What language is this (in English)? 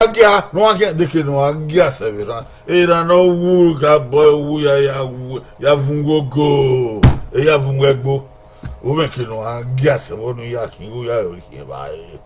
Bini